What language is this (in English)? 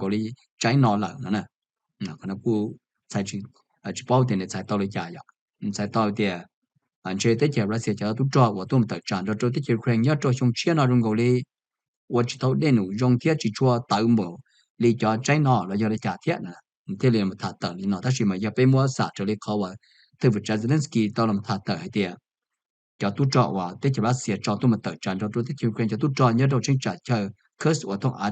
Hmong